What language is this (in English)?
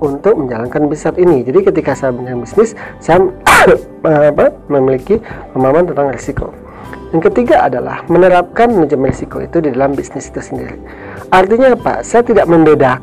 Indonesian